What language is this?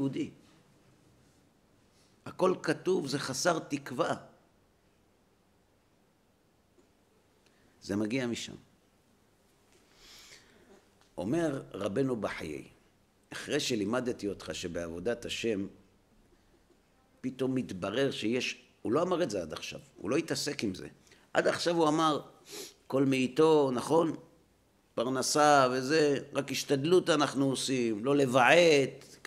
Hebrew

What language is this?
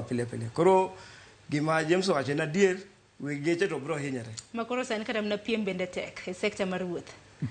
Luo (Kenya and Tanzania)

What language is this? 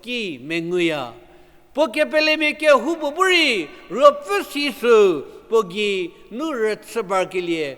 Angami Naga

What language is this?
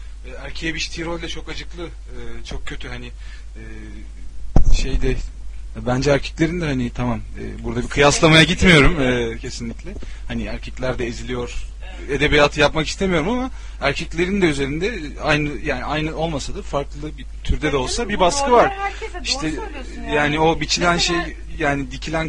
Turkish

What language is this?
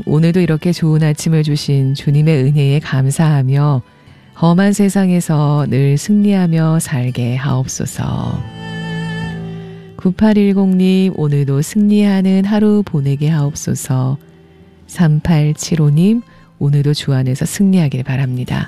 Korean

